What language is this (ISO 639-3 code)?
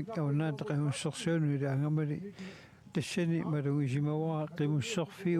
kal